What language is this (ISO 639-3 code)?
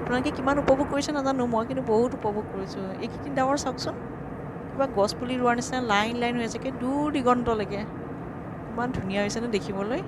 asm